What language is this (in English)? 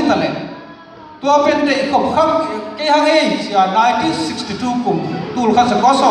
Tedim Chin